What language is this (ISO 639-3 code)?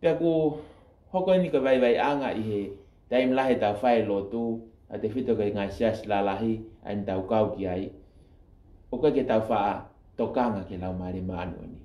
ton